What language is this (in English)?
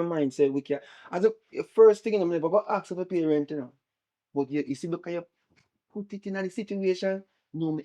Jamaican Creole English